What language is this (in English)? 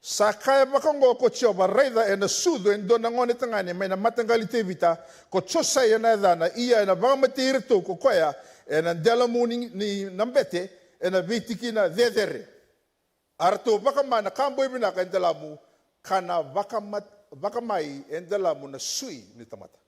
Fijian